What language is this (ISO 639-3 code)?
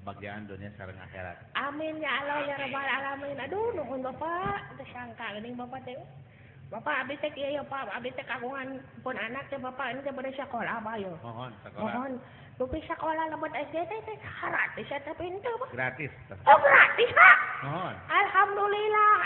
sun